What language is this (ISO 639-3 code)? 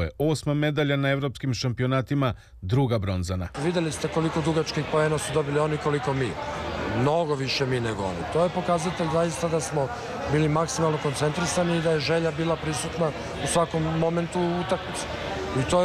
srp